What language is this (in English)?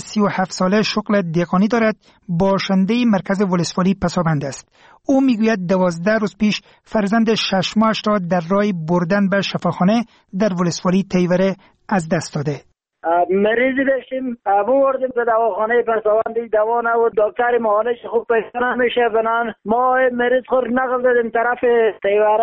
Persian